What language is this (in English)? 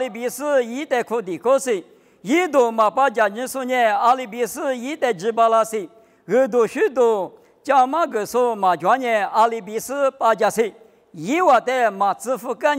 Lisu